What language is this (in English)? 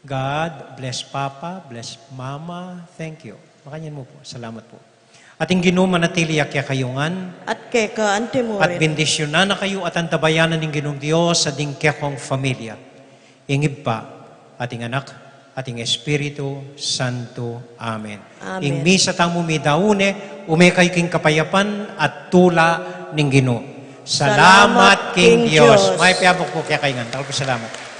Pampanga